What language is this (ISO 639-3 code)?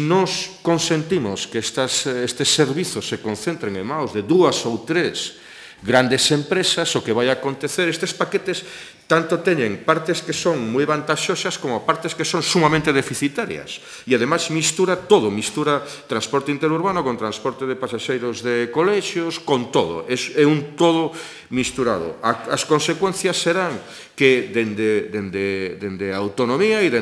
glg